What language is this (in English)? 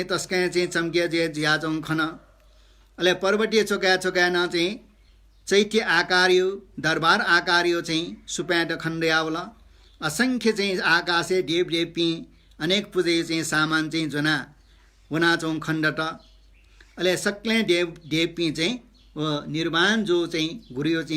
Newari